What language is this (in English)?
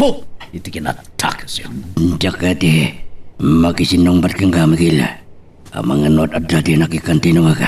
Iloko